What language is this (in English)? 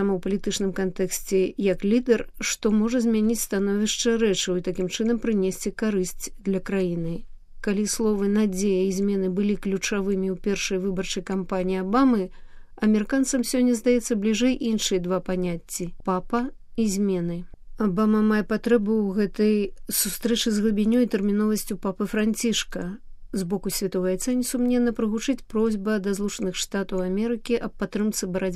Belarusian